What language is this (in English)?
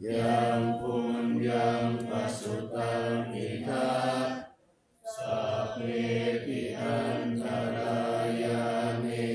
Pali